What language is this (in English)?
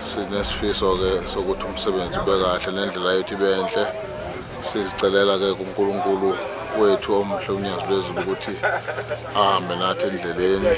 Zulu